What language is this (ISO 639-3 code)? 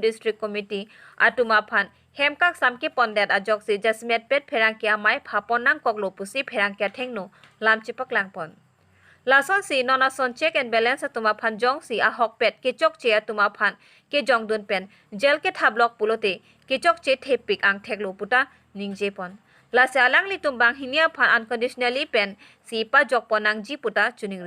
mjw